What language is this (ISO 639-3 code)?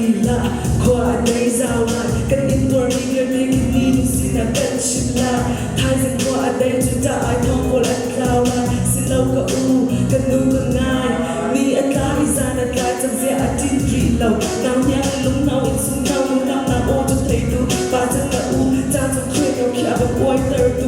cnh